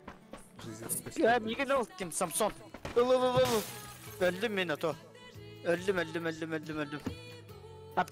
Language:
Yakut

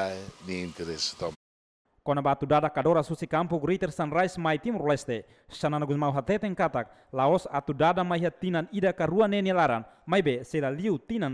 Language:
Tetum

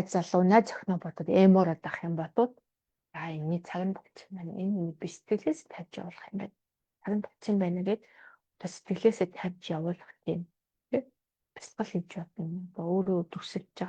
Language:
Mongolian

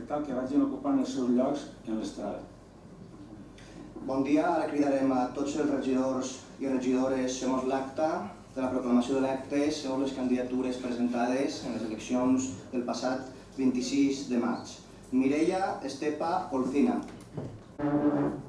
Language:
Catalan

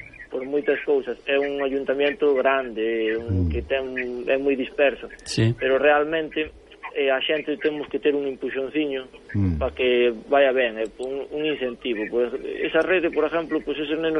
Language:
Galician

